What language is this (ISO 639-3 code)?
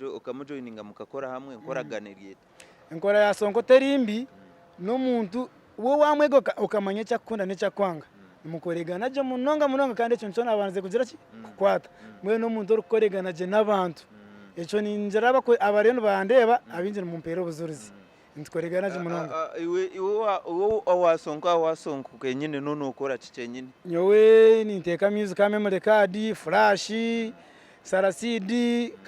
nyn